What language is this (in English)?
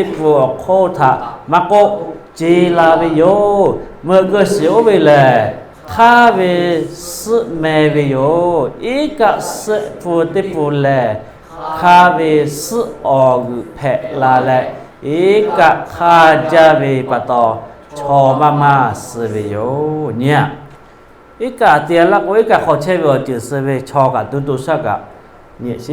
Lahu